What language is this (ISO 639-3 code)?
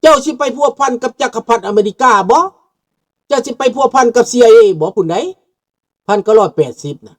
lao